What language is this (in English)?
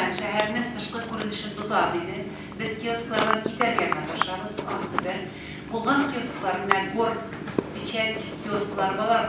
Tatar